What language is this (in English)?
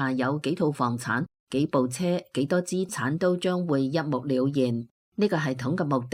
Cantonese